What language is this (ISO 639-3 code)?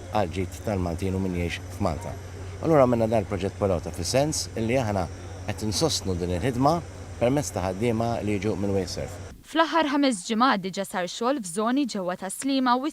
mlt